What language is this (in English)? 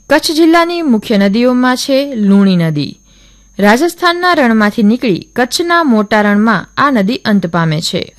Gujarati